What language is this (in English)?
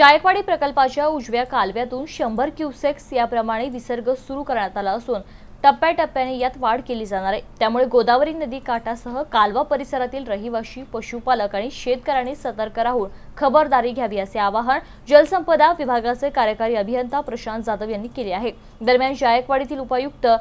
Marathi